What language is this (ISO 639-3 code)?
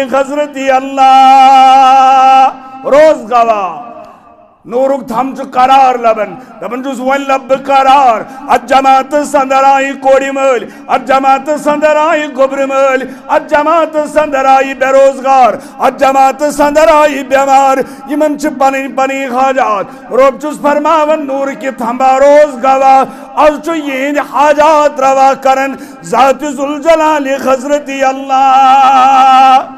kas